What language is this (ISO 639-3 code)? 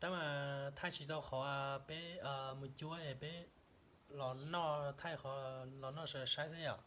hmn